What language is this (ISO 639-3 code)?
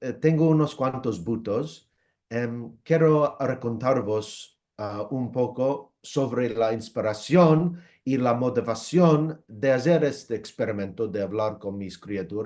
lad